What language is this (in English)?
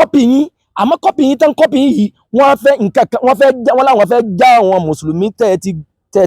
Yoruba